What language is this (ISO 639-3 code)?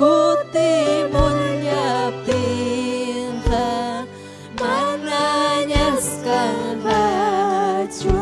quy